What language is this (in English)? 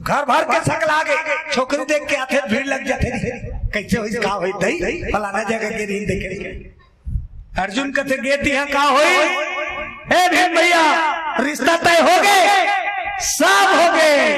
Chhattisgarhi